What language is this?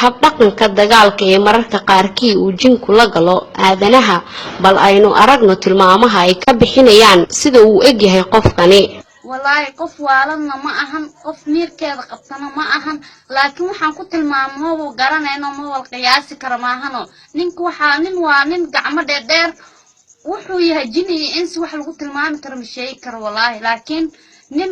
Somali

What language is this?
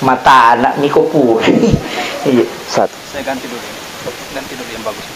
Buginese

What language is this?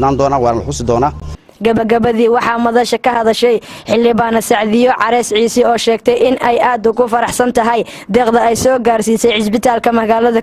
Somali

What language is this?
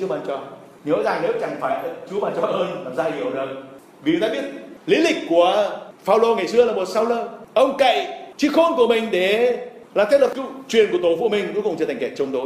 Vietnamese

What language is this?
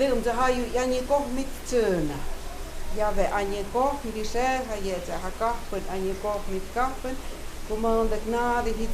Totontepec Mixe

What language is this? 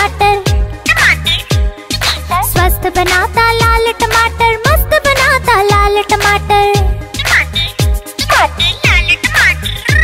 Hindi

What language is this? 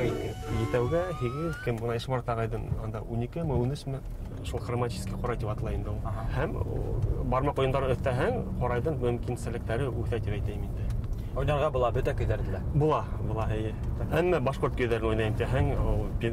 Bashkir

